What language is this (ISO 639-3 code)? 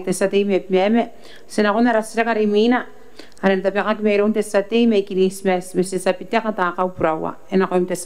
gil